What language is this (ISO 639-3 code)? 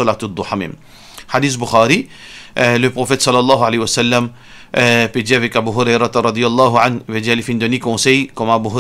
mfe